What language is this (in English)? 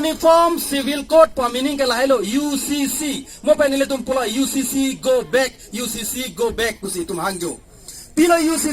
Karbi